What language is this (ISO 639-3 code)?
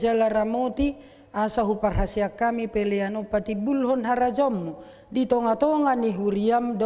bbc